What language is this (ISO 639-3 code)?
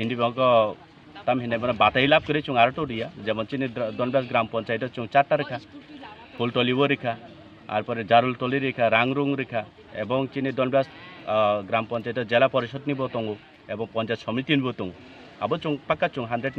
trp